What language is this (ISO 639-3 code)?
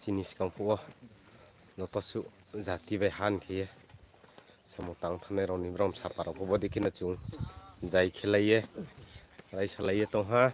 ria